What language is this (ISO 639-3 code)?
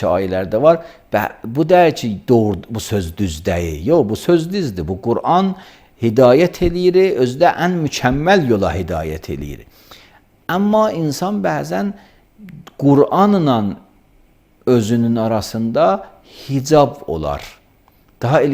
aze